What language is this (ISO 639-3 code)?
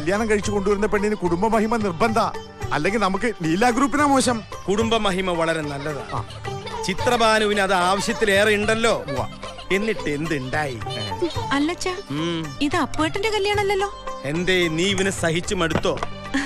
mal